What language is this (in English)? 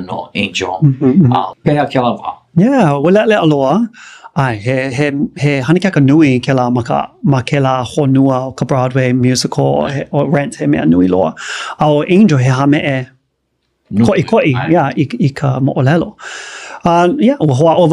Hawaiian